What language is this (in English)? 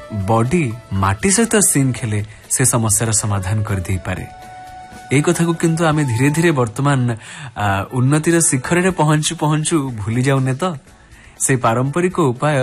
Odia